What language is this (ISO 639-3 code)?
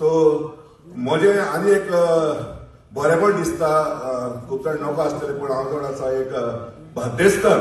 kok